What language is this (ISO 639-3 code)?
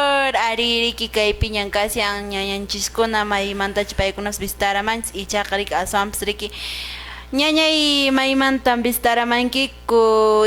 que